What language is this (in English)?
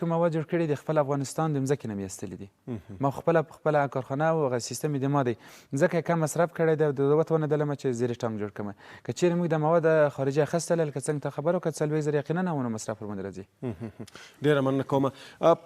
Pashto